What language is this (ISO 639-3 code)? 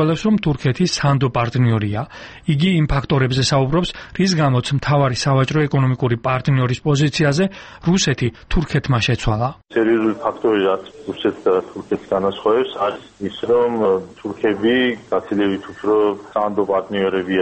kat